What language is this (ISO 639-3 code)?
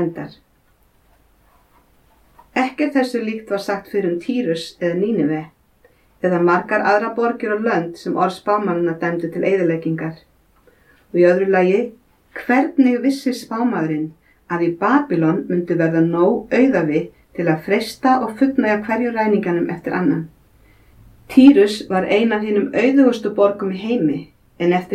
isl